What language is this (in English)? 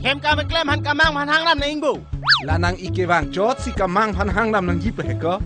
Karbi